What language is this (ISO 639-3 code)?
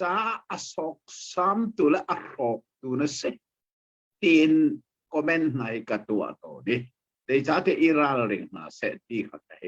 cnh